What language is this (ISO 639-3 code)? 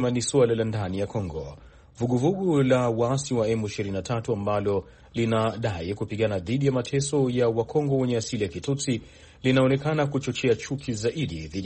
swa